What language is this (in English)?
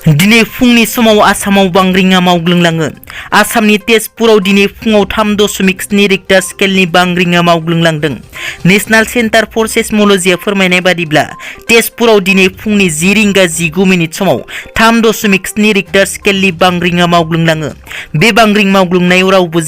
Bodo